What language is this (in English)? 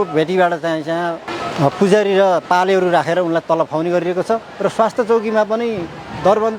Nepali